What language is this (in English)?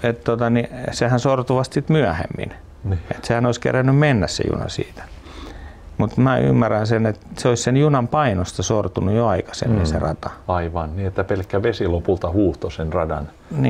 Finnish